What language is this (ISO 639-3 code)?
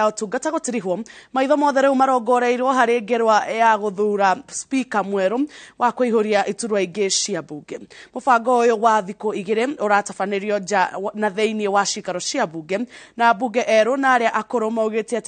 kik